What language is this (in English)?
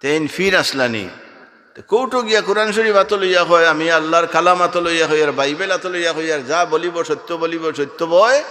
Sylheti